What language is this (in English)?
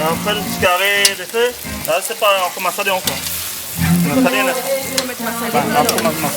Réunion Creole French